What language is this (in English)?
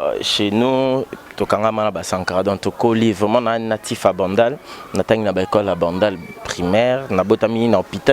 Lingala